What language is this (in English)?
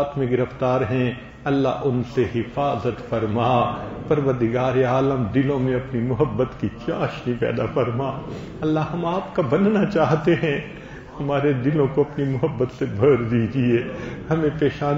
Urdu